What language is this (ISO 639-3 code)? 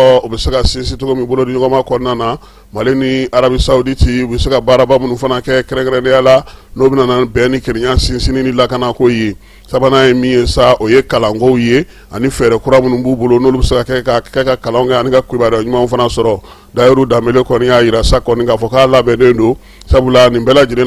bam